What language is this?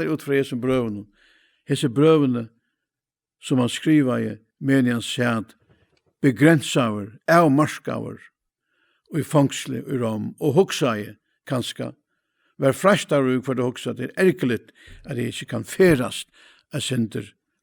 Faroese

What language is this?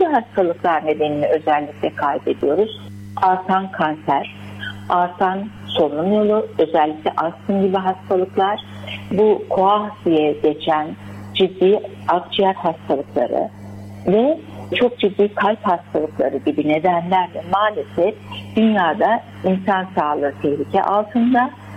Turkish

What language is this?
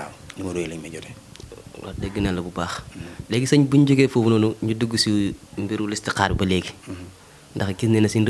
Wolof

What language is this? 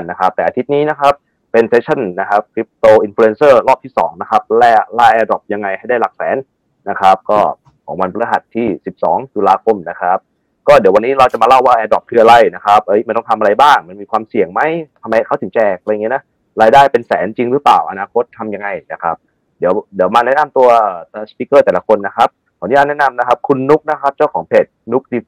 Thai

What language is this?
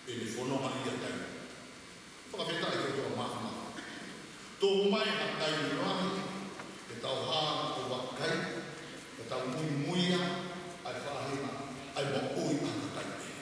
Tongan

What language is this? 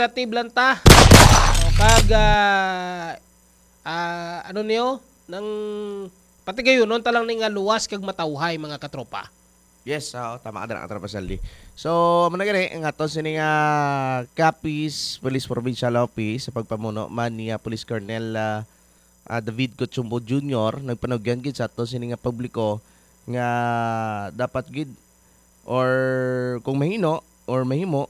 Hiligaynon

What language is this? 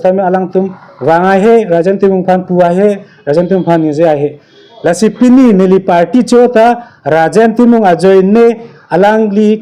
Karbi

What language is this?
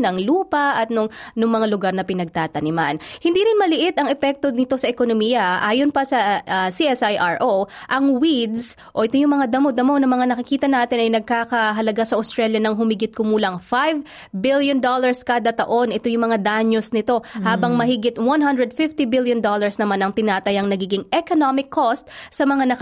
Filipino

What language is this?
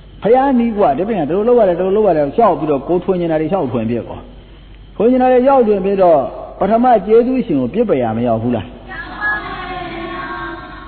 Burmese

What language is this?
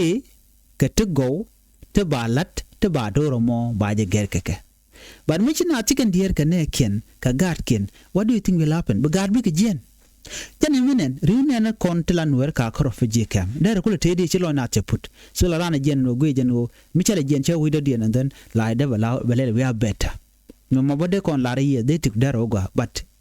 Nuer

